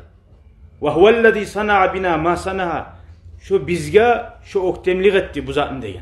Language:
Kumyk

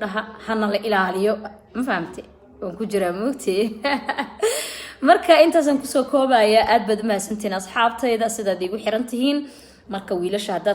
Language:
Somali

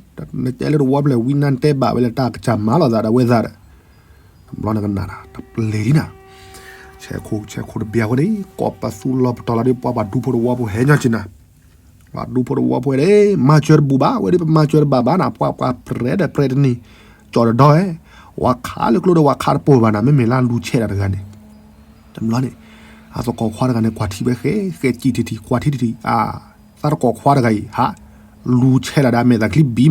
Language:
S'gaw Karen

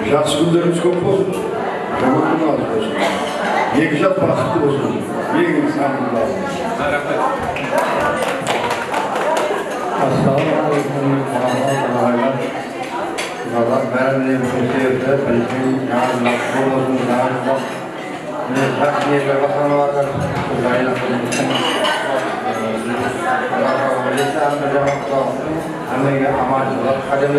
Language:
Kara-Kalpak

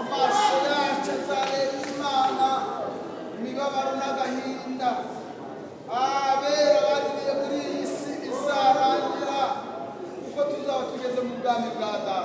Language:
Kinyarwanda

